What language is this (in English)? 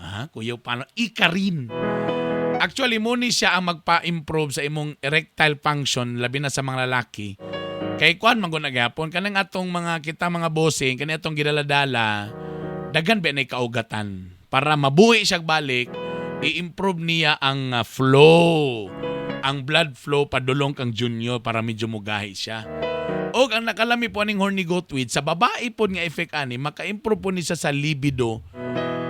Cebuano